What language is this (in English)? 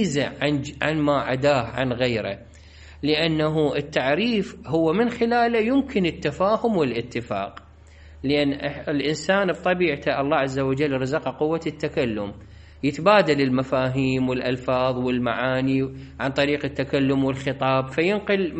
Mesopotamian Arabic